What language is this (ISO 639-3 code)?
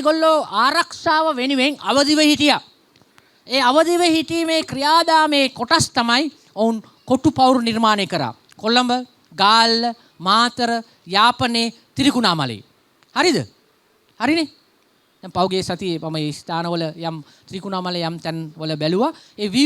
sin